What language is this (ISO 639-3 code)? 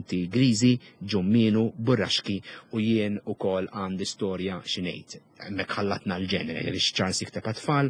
mlt